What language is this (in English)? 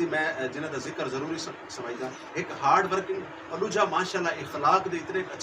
Saraiki